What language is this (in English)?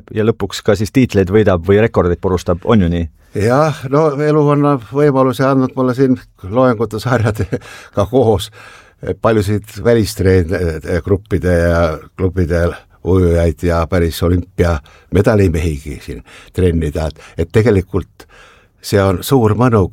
Estonian